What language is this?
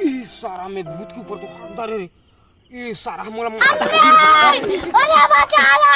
Chhattisgarhi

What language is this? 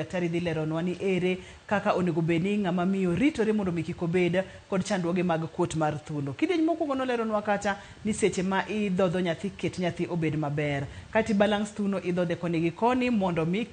Luo (Kenya and Tanzania)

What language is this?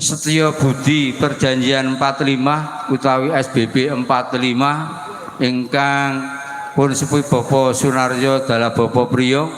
Javanese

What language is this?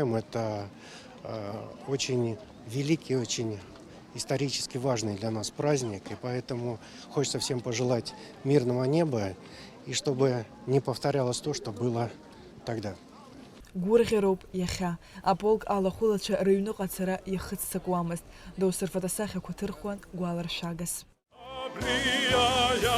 Abkhazian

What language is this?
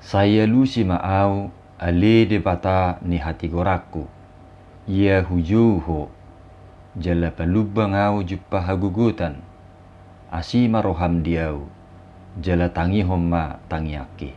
Batak Toba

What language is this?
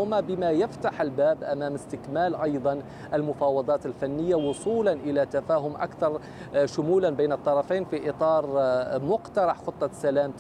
Arabic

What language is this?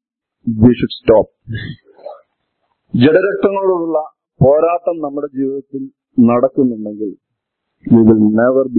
Malayalam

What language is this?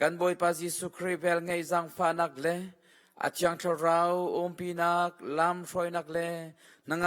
Hakha Chin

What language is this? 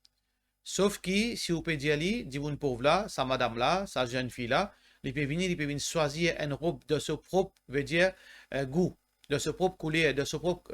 Morisyen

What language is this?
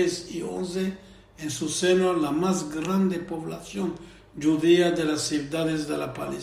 Ladino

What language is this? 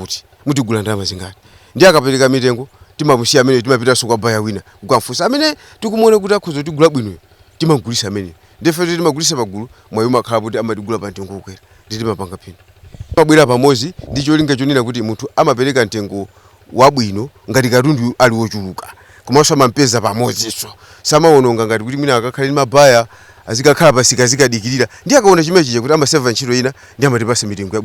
Nyanja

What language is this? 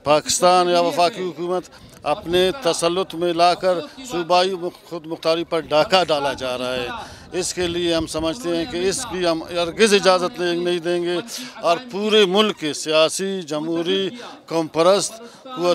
Urdu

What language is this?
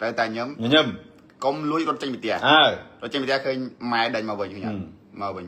Khmer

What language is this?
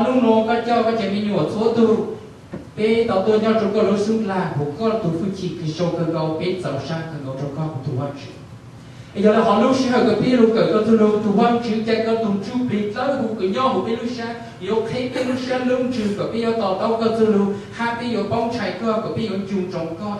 Hmong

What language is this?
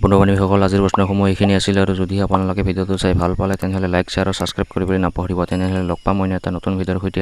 Assamese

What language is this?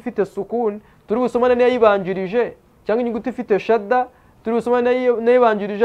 Kinyarwanda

